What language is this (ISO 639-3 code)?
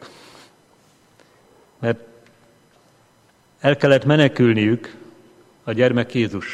hun